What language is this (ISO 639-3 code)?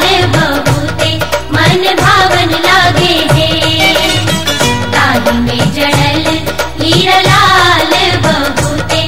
bho